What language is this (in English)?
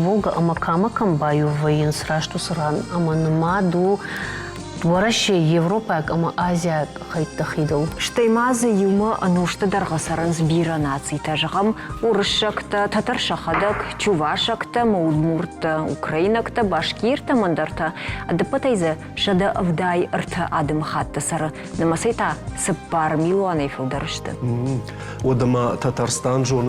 Ossetic